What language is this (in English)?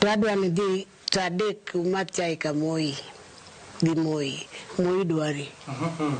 Luo (Kenya and Tanzania)